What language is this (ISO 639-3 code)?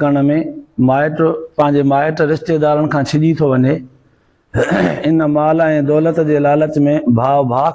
snd